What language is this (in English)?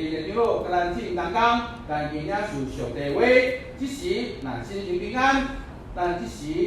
Min Nan Chinese